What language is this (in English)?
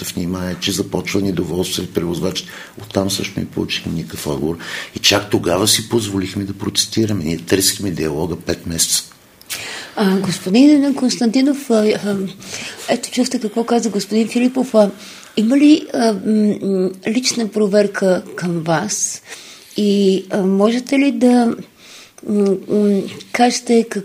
Bulgarian